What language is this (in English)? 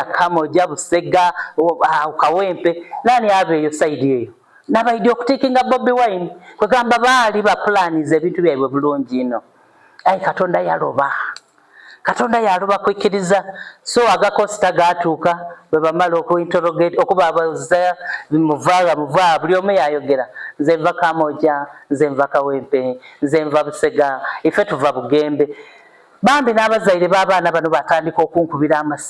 Soga